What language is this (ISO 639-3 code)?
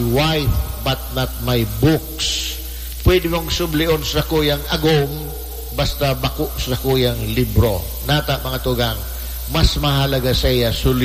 bik